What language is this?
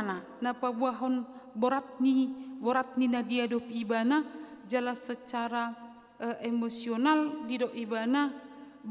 Batak Toba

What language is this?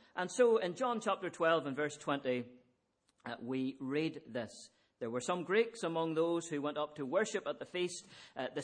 English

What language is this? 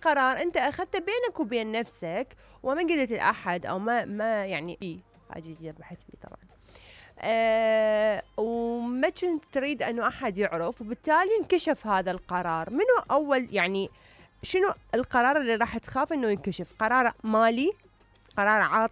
Mesopotamian Arabic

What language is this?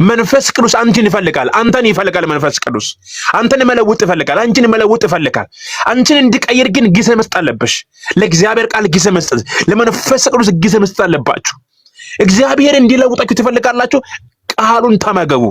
Amharic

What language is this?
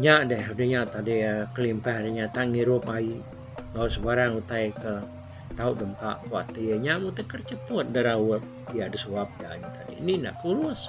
Iban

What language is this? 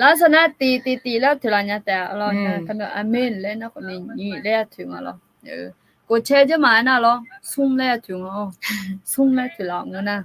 Akha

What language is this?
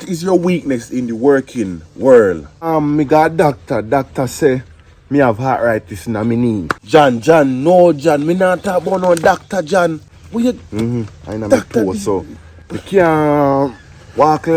Jamaican Creole English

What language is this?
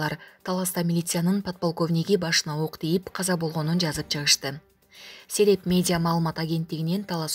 Kyrgyz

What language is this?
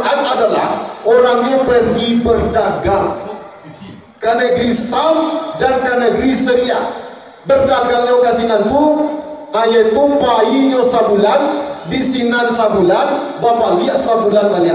Minangkabau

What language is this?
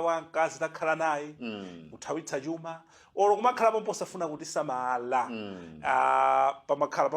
Nyanja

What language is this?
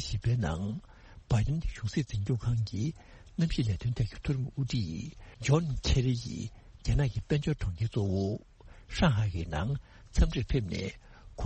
Tibetan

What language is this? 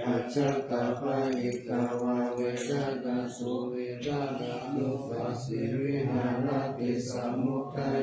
Pali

